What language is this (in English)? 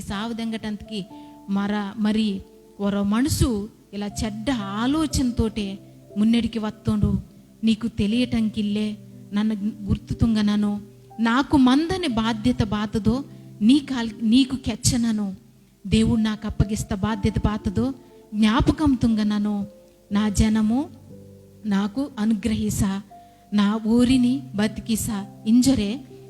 Koya